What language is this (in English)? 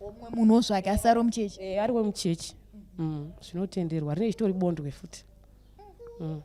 Shona